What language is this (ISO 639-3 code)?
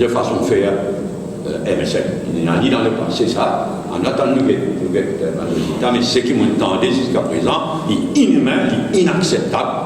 mfe